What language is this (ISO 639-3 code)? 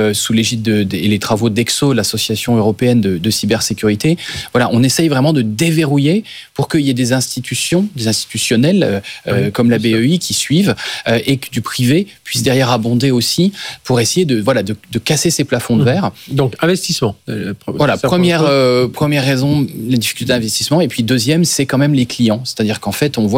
fra